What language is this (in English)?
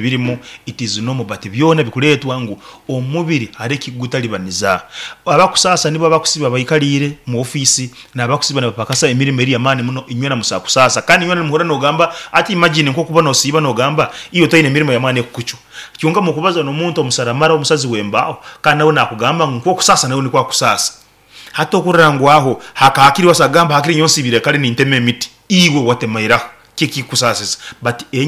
Nyoro